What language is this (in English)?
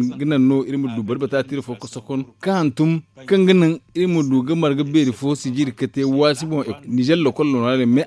Zarma